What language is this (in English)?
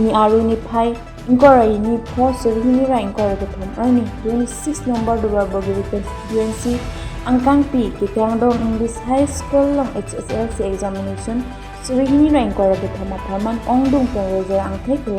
Karbi